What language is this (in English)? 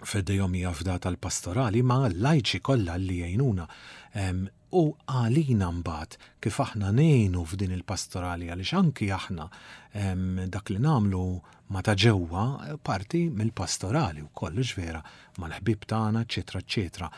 Maltese